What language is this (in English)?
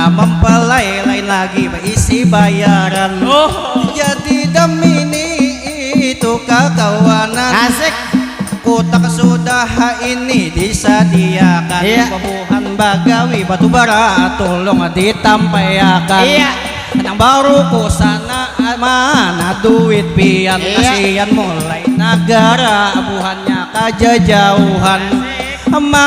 Banjar